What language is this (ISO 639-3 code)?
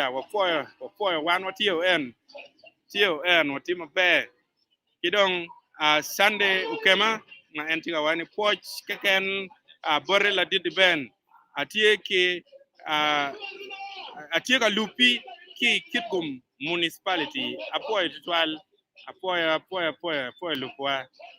ach